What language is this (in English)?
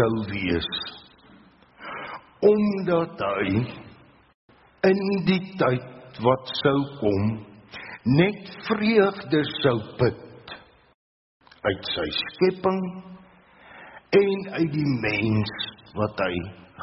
Afrikaans